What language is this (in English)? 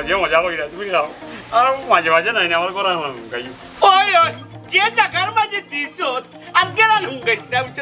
Sylheti